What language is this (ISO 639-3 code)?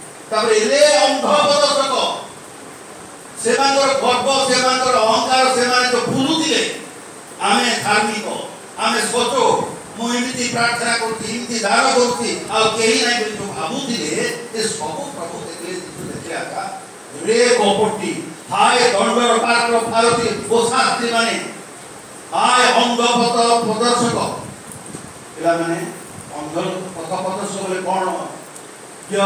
ori